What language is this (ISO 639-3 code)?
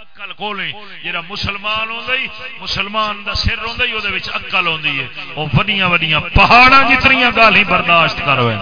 skr